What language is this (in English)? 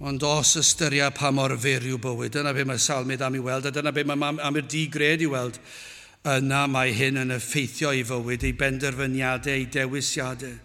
Welsh